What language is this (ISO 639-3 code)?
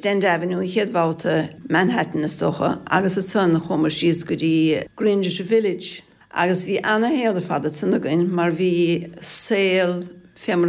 gle